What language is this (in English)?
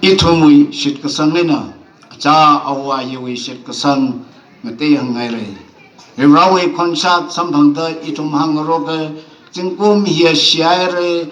Tangkhul Naga (India)